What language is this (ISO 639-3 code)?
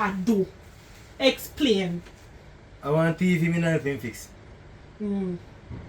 jam